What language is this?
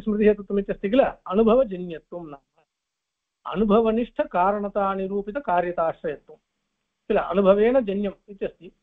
Sanskrit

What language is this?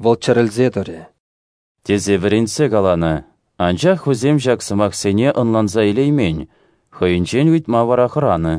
Chuvash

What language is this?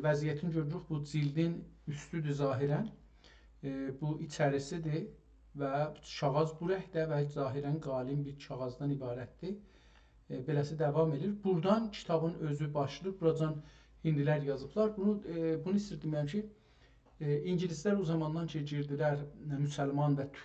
South Azerbaijani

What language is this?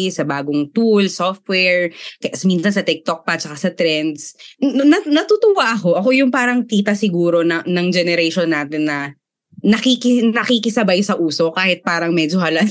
Filipino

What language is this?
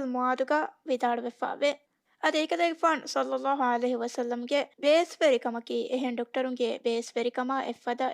Divehi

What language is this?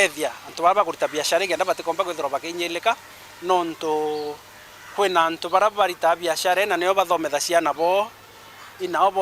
Meru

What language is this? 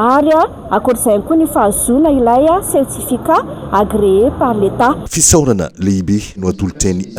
Malagasy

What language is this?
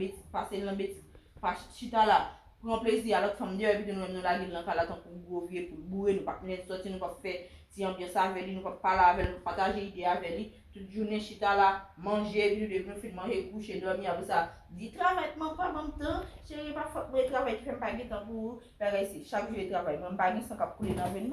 Haitian Creole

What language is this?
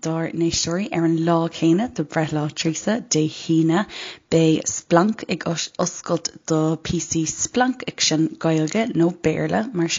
Irish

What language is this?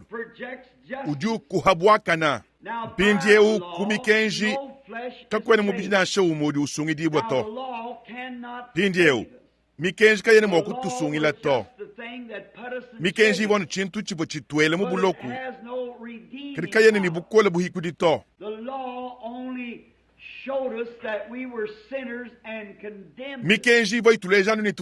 Luba-Lulua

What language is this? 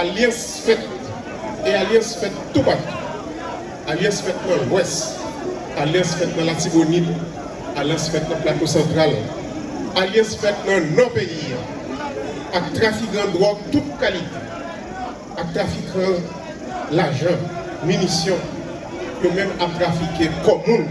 Haitian Creole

